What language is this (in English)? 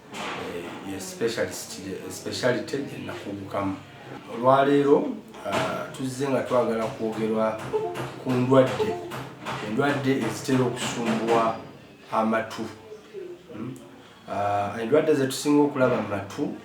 Ganda